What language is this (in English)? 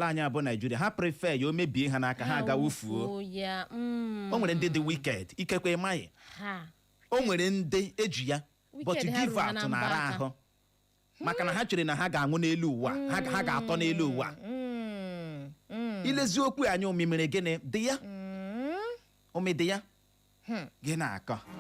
Igbo